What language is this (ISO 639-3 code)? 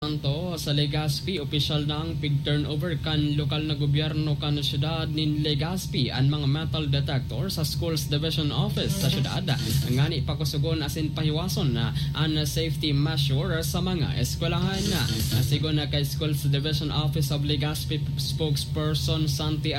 bik